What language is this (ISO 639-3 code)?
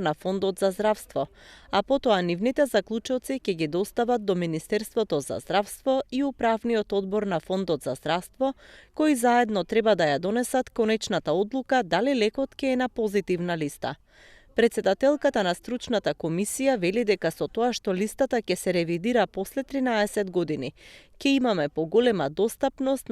mkd